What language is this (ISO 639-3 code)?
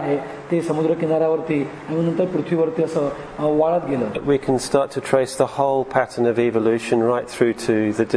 mar